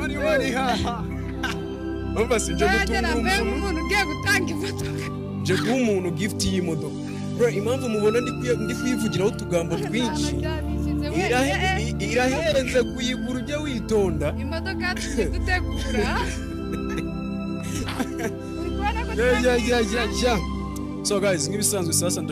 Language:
Kinyarwanda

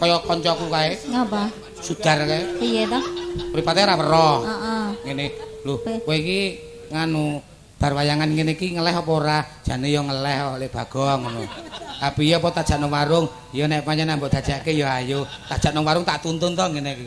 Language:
Javanese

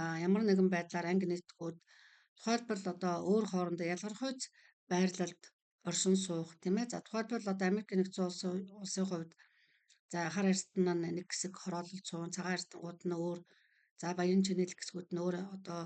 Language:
Mongolian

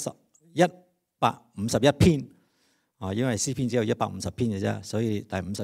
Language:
Cantonese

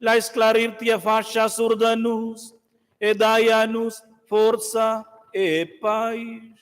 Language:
Romansh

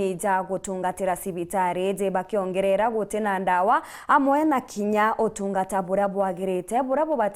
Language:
Meru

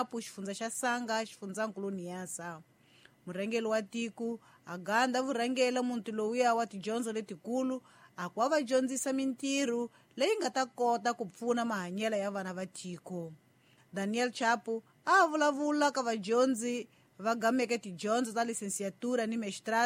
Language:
Tsonga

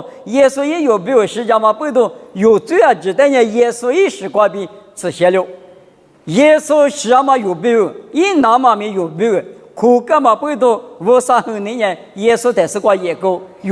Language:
Lisu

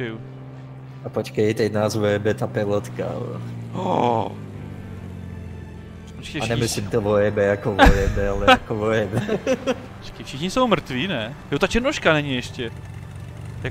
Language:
Czech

